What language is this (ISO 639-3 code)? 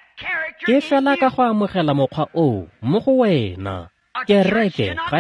tsn